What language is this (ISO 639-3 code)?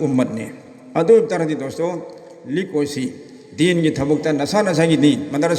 mni